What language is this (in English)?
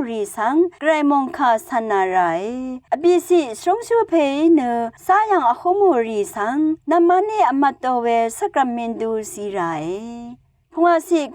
Rawang